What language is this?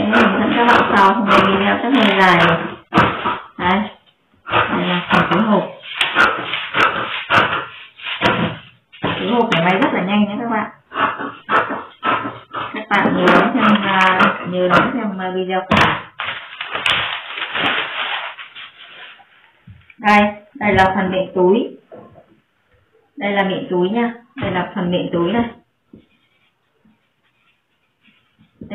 Vietnamese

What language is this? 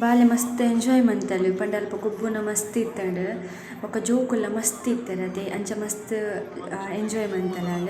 Tulu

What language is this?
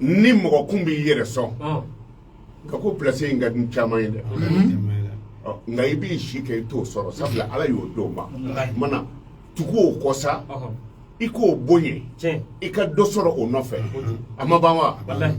Bambara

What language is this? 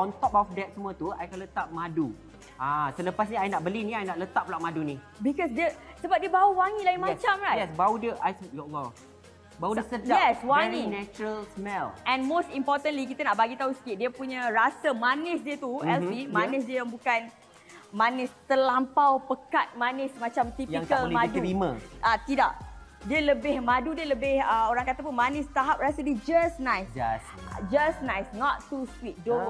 Malay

